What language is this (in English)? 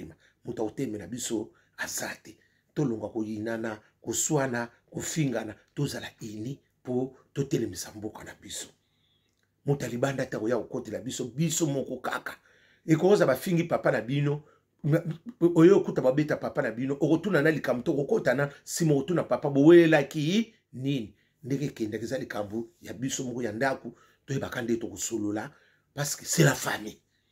Lingala